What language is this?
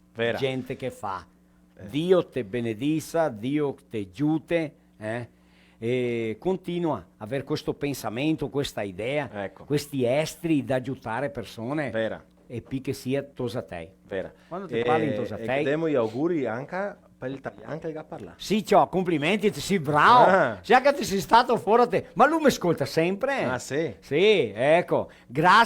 Venetian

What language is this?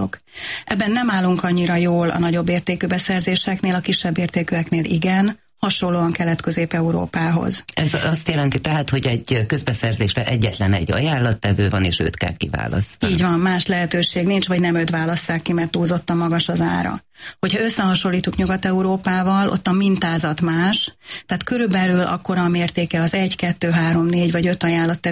Hungarian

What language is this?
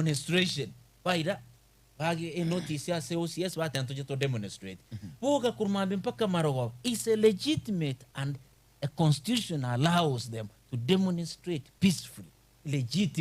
Gusii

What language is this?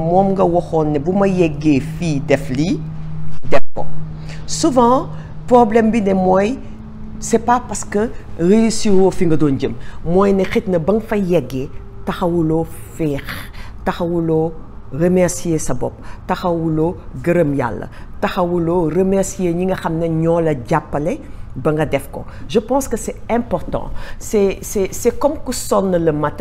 Wolof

